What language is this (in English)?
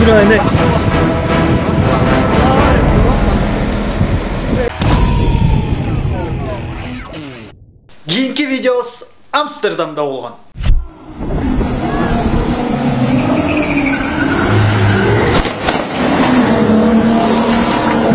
Kyrgyz